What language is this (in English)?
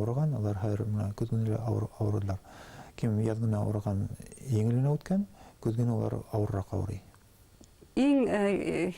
Bashkir